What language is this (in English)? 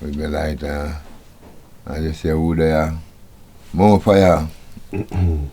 Jamaican Creole English